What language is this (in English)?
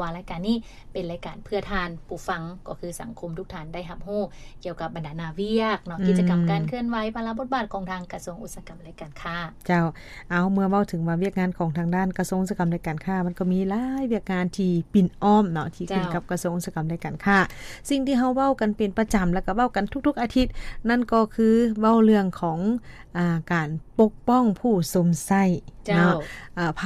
Lao